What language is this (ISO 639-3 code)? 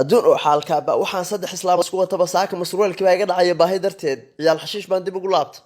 som